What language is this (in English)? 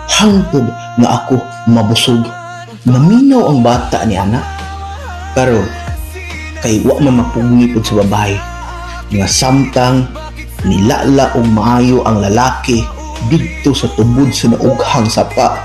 Cebuano